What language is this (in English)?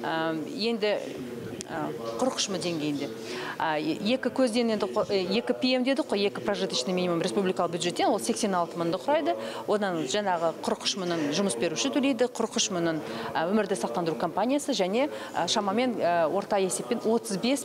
Kazakh